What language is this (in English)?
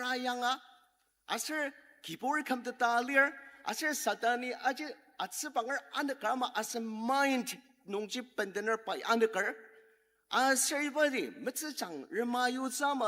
Ao Naga